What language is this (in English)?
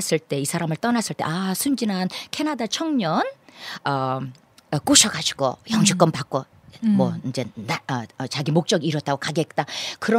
Korean